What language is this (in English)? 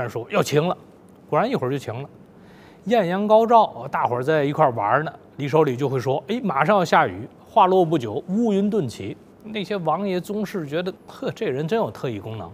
Chinese